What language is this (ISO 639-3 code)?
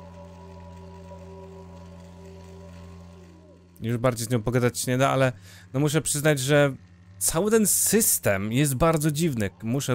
pol